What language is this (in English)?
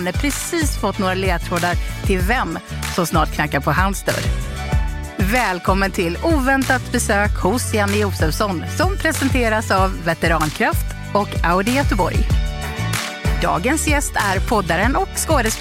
Swedish